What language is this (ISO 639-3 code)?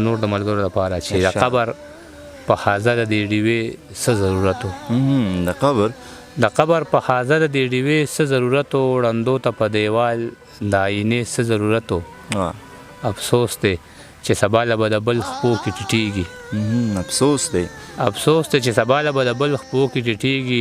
pus